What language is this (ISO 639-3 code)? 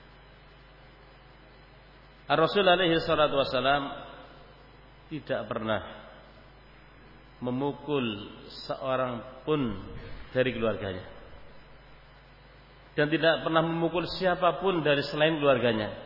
ind